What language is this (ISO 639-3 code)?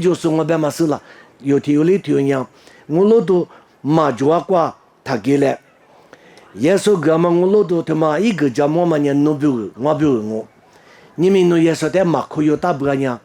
lis